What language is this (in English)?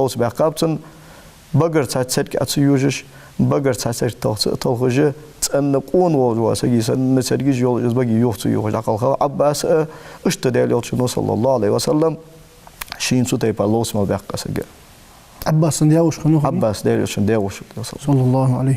Ingush